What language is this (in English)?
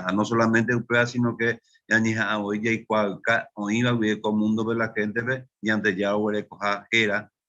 Guarani